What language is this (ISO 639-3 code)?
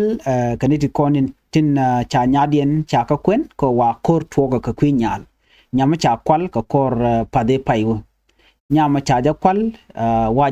nus